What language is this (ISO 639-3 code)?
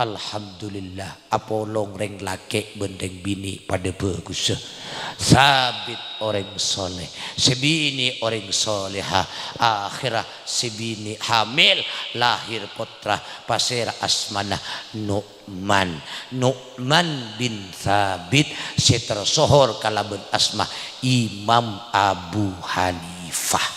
mad